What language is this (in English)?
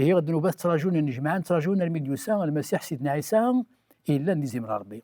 Kabyle